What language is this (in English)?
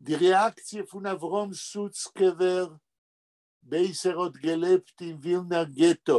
Yiddish